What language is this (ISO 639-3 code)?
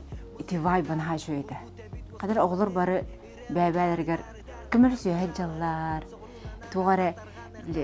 sah